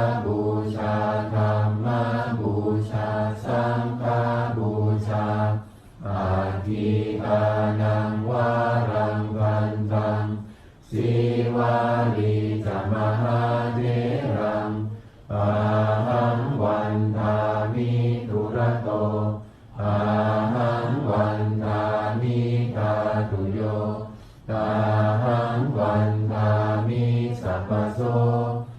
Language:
Pali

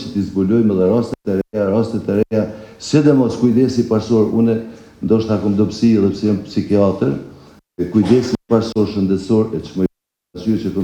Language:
Albanian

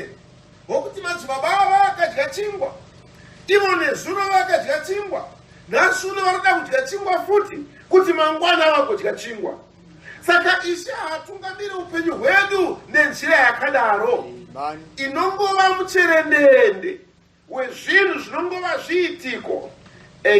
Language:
Shona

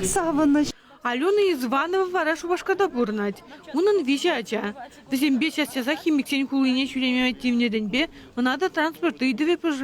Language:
Chuvash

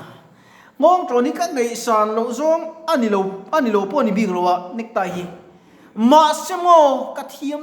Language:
Mizo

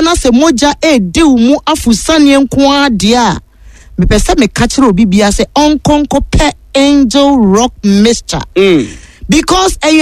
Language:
Akan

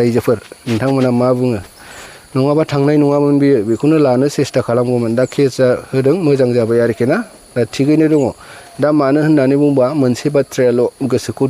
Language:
Bodo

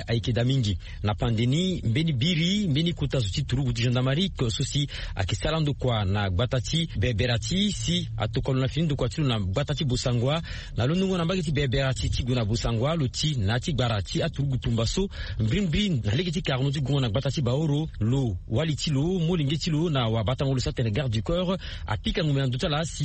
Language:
Sango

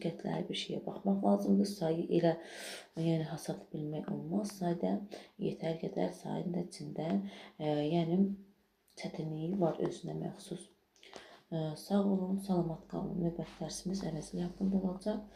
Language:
Azerbaijani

